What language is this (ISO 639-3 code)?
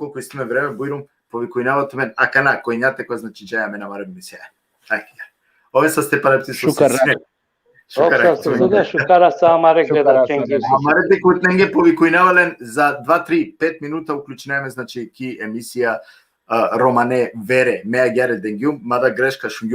rmn